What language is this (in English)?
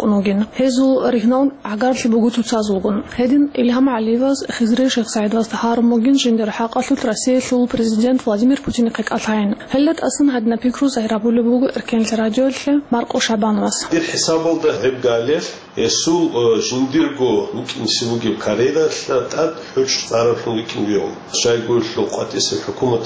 Avaric